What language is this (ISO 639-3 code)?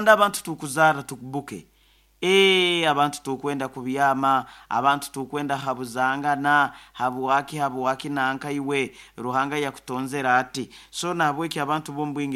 nyo